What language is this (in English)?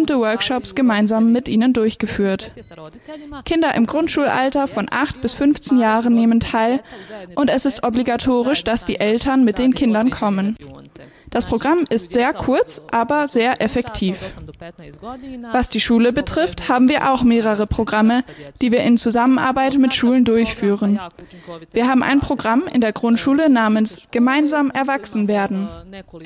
German